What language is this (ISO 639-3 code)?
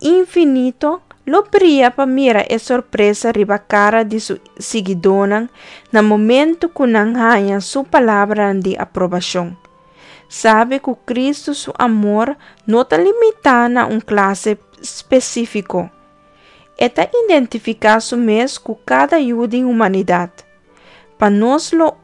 pap